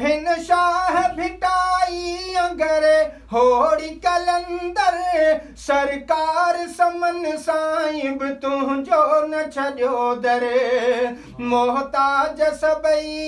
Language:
Sindhi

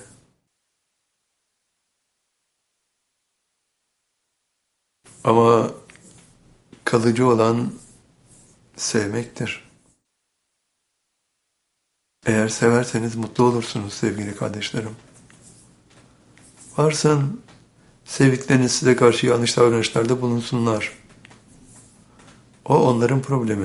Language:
Turkish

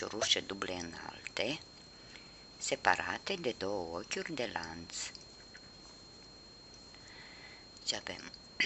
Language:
Romanian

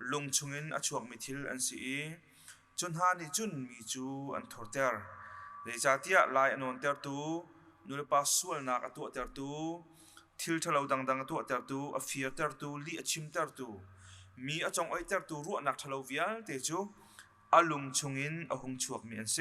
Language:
Hakha Chin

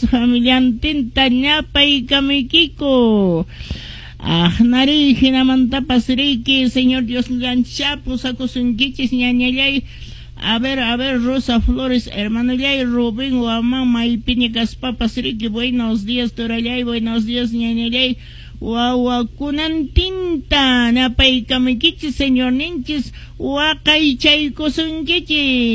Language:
Quechua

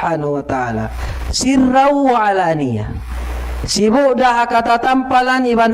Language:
Tausug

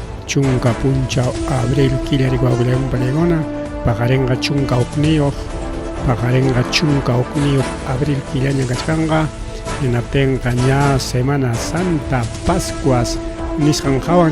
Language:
Ayacucho Quechua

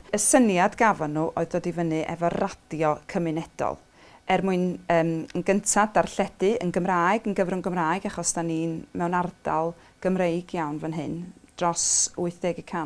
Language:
Welsh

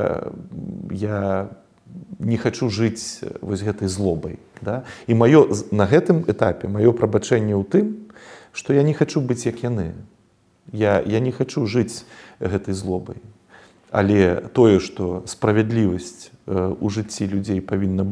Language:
Belarusian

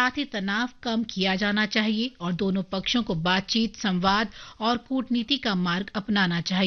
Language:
Hindi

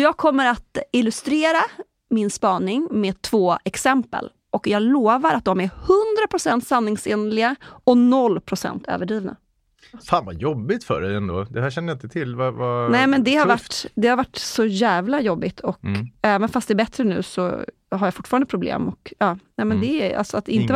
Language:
Swedish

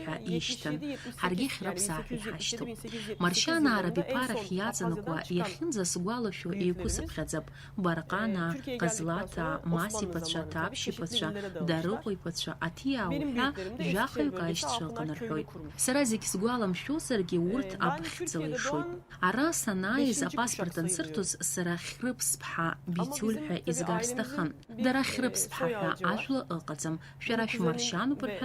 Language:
Abkhazian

